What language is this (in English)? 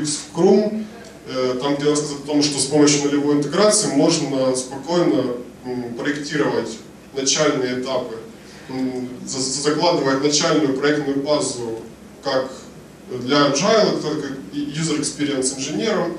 Russian